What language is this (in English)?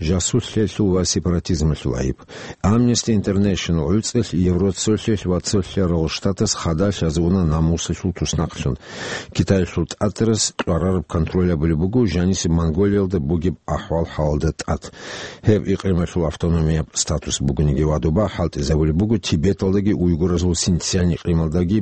Avaric